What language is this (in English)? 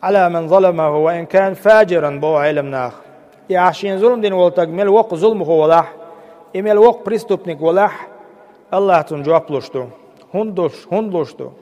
Chechen